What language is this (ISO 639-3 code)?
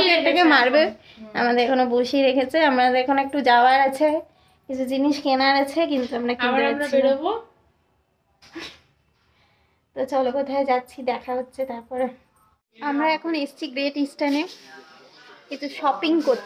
ben